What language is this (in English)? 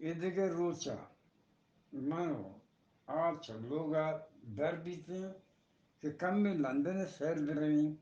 Eastern Balochi